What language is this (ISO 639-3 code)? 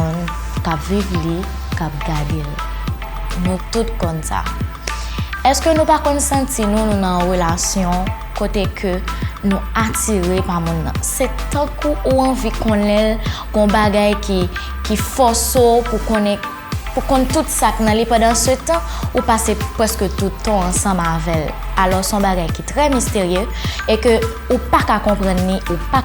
hat